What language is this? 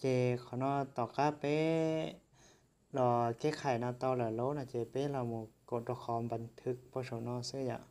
Hmong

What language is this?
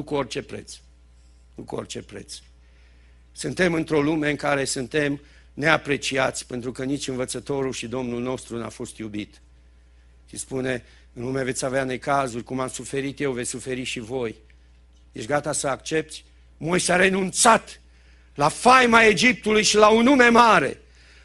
Romanian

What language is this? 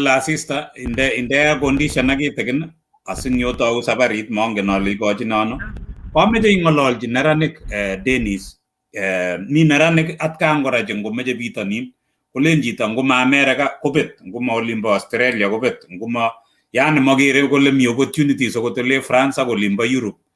Kalenjin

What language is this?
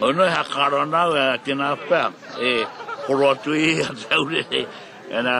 Māori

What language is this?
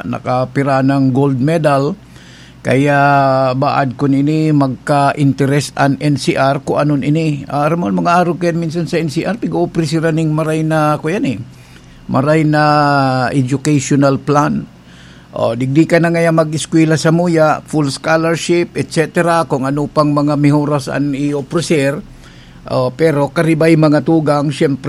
Bikol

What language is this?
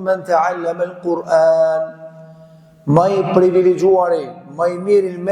Albanian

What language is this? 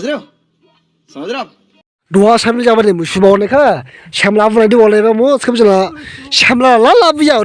Dimasa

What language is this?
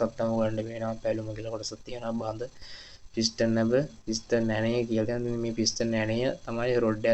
Sinhala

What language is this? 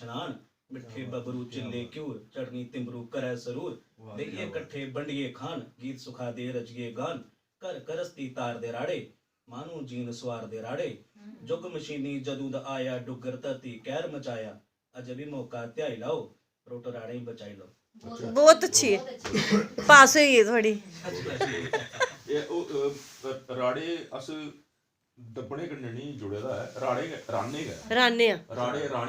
Dogri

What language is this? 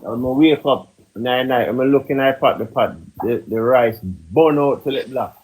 Jamaican Creole English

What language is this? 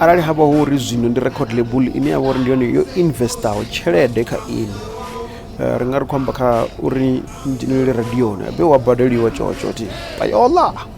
Venda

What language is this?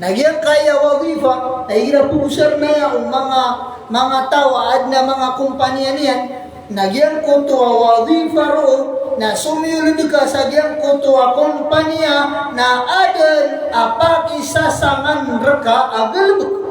Maranao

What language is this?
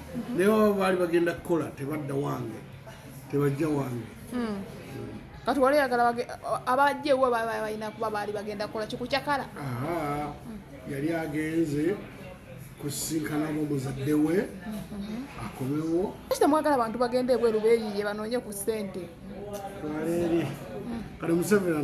Ganda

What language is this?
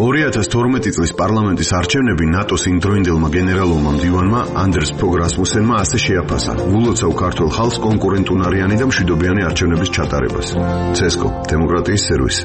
Georgian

